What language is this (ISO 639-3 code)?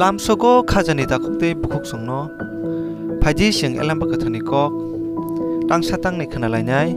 trp